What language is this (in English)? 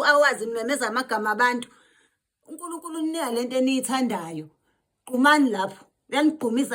Zulu